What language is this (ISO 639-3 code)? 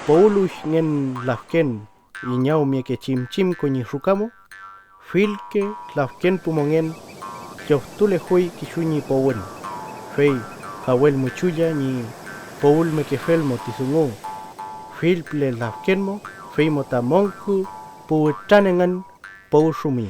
arn